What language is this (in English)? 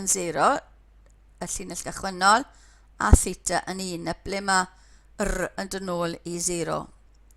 Welsh